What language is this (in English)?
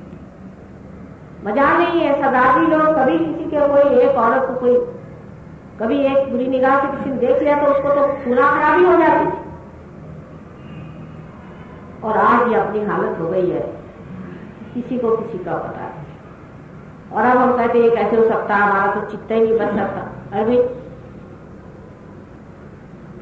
Hindi